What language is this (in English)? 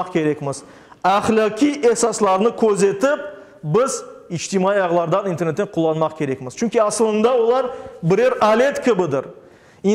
Crimean Tatar